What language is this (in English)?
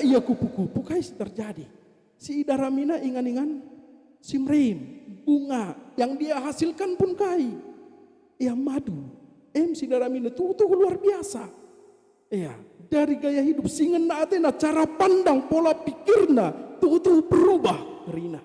Batak Karo